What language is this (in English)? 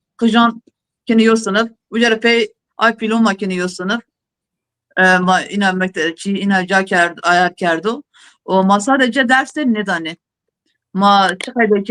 Zaza